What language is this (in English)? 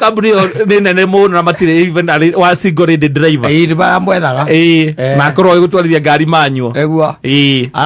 Kikuyu